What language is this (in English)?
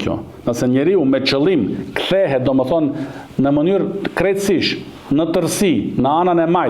Albanian